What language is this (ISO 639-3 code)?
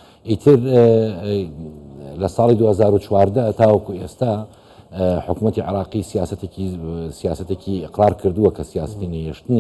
ckb